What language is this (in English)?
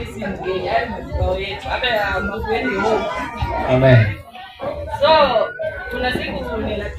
Swahili